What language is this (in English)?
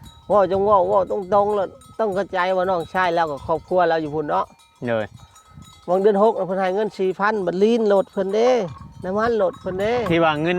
Northeastern Thai